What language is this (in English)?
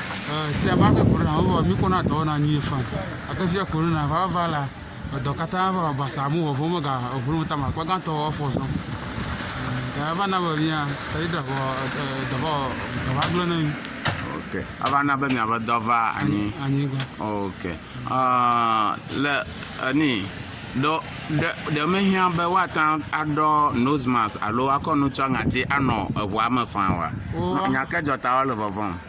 Ewe